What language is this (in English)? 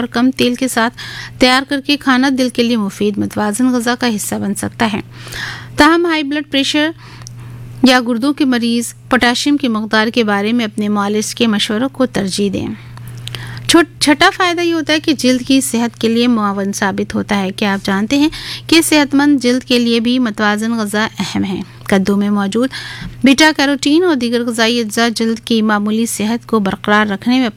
Urdu